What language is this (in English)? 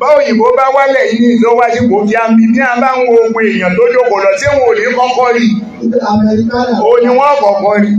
Yoruba